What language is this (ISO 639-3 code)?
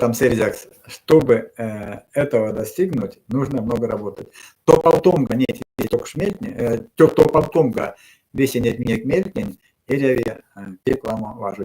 myv